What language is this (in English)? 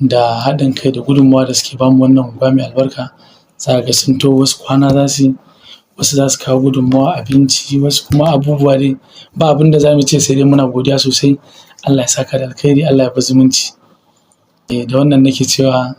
Hausa